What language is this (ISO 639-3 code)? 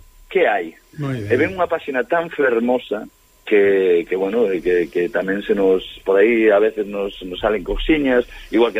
glg